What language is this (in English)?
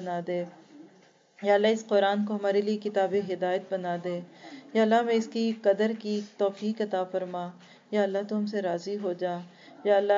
Urdu